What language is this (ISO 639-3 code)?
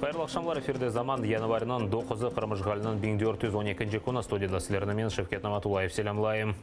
crh